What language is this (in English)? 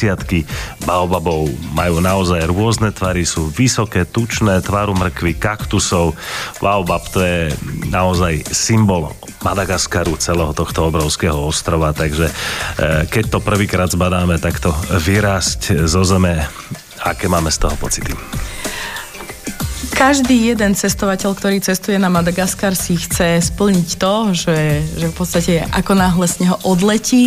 Slovak